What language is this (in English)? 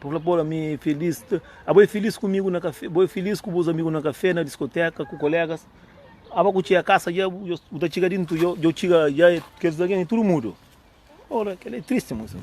Kabuverdianu